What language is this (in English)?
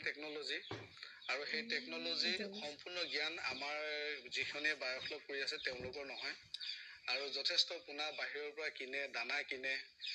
Assamese